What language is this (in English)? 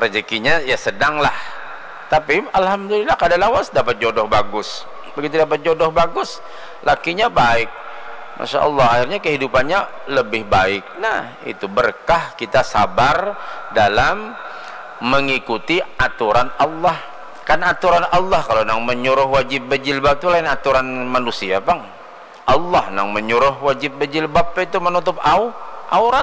Banjar